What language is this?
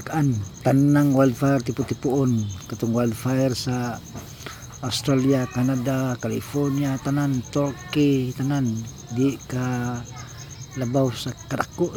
Cebuano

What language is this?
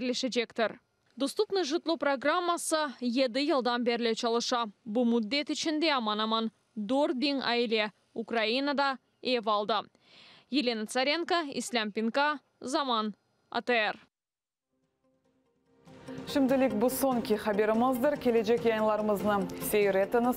Crimean Tatar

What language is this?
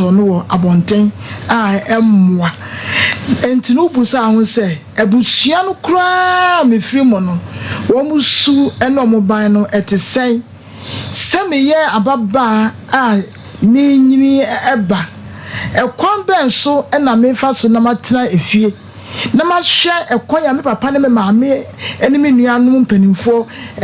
Akan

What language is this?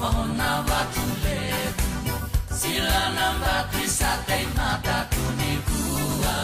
Fijian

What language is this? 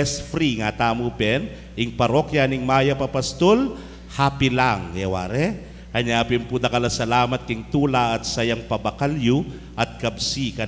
Pampanga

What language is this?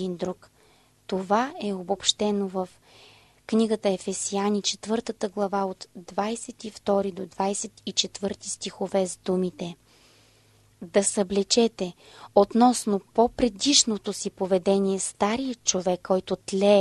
Bulgarian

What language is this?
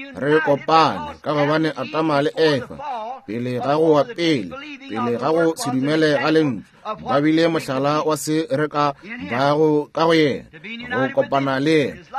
Northern Sotho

